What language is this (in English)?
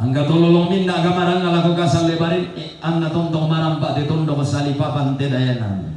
Toraja-Sa'dan